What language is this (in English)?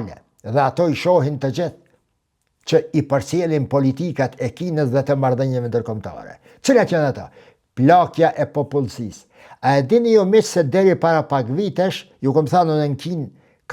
Albanian